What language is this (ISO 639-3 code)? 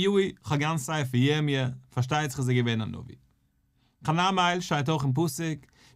yid